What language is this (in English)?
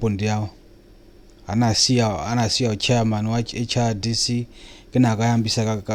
Nyanja